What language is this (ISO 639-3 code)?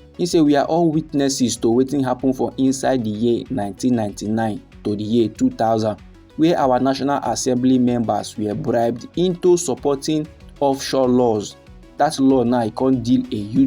pcm